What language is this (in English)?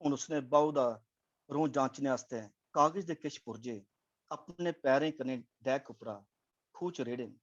Dogri